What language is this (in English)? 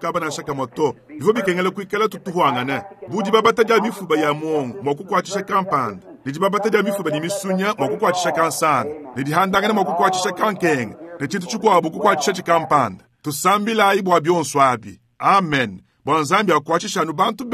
Luba-Lulua